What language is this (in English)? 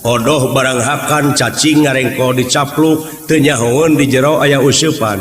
Sundanese